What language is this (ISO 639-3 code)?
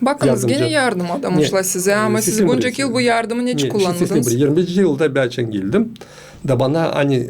gag